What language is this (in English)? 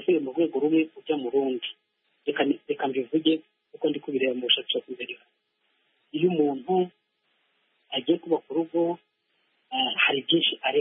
Kinyarwanda